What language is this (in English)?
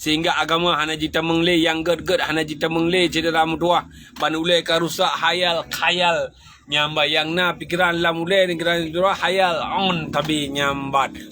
Achinese